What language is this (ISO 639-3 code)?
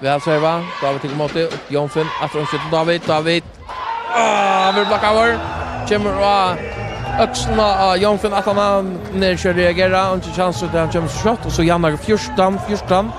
fao